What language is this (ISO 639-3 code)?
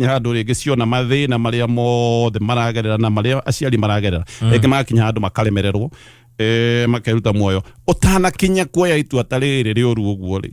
kik